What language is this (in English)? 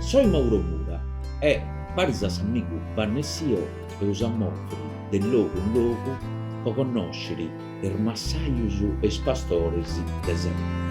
Sardinian